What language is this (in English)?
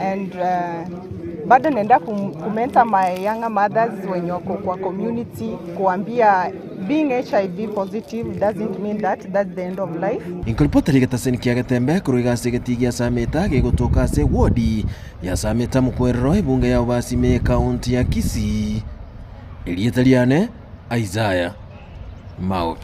Gusii